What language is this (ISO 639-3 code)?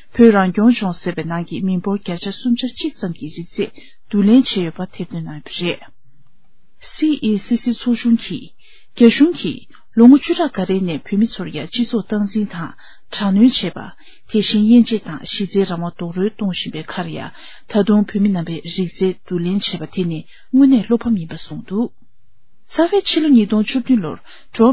bod